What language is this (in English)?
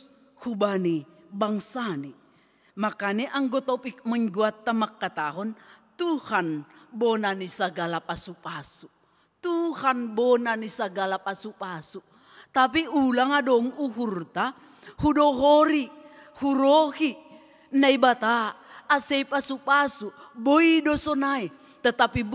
Batak Simalungun